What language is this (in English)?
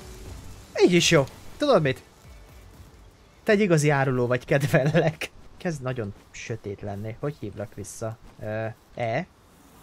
Hungarian